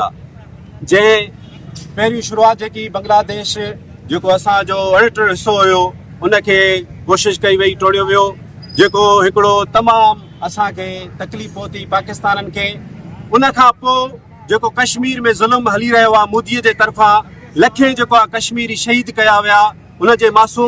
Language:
Sindhi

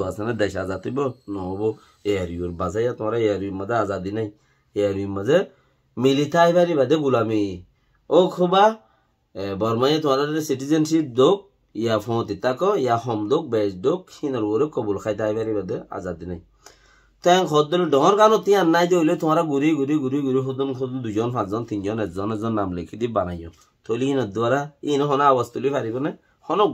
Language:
Rohingya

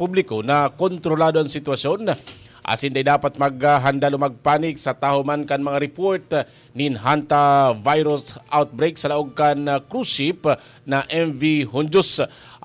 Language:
Bikol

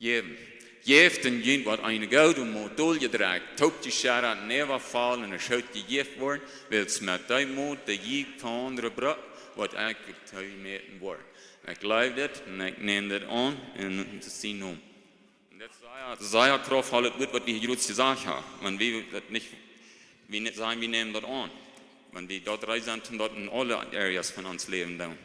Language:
Plautdietsch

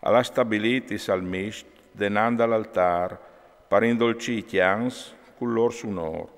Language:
Friulian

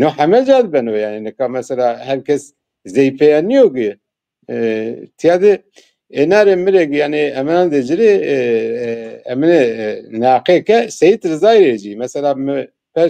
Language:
Zaza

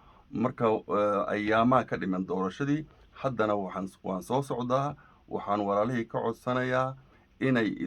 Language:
Somali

